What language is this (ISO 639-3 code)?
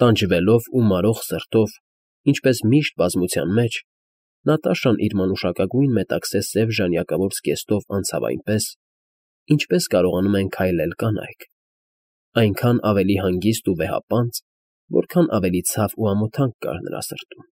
hye